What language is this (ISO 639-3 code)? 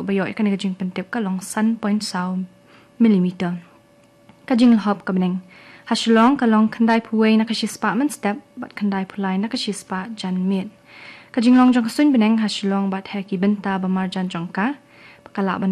kha